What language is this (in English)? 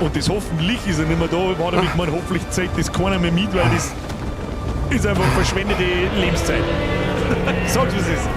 Bavarian